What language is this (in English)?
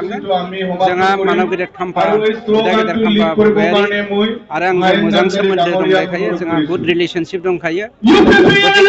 Bodo